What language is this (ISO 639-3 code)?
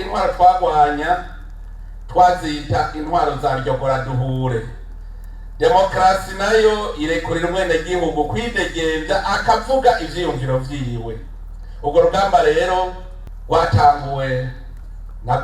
run